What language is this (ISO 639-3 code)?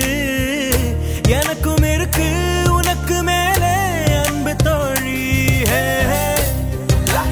tam